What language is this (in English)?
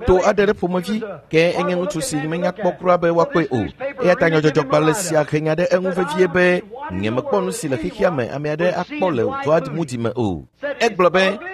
Ewe